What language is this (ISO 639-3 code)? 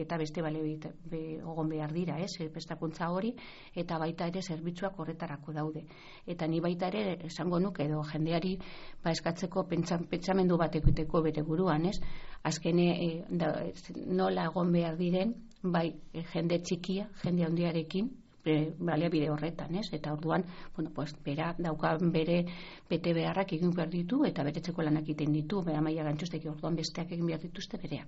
eus